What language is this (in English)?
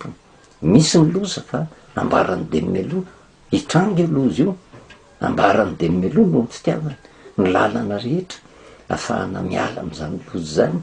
Malagasy